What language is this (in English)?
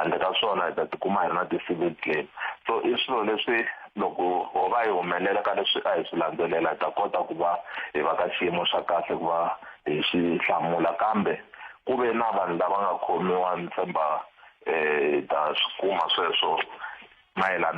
Tsonga